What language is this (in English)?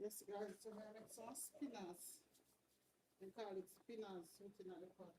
Jamaican Creole English